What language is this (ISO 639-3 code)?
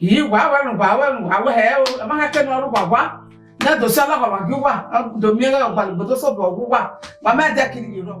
bin